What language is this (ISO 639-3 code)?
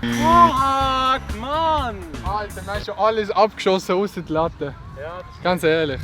gsw